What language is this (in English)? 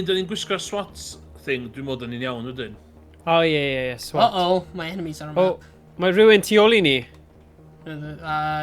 Welsh